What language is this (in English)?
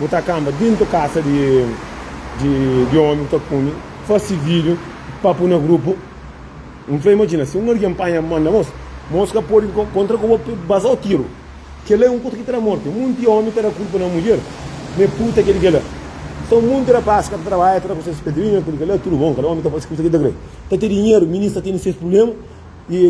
Kabuverdianu